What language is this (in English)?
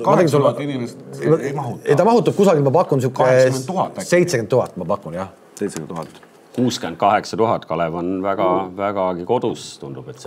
Estonian